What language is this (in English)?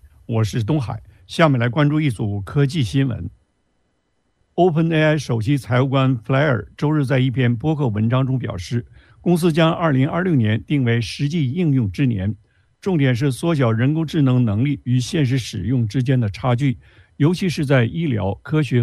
Chinese